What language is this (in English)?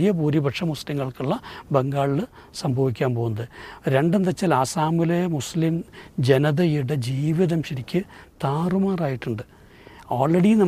Malayalam